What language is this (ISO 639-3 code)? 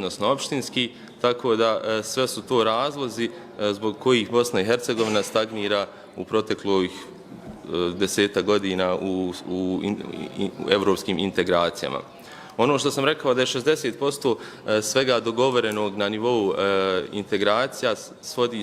bos